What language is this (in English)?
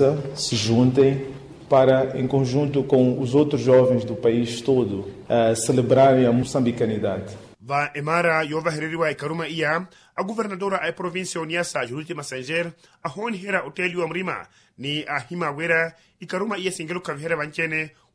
Makhuwa